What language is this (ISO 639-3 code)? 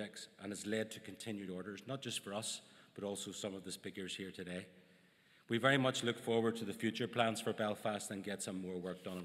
eng